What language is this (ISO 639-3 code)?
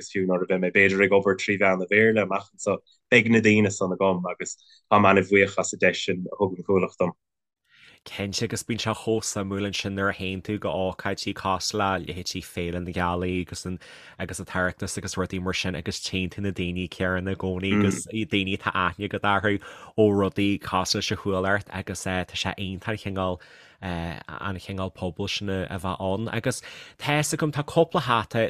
gle